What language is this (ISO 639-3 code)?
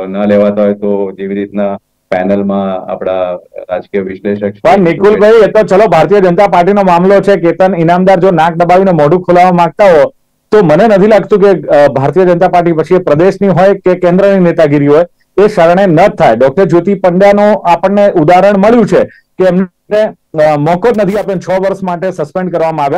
guj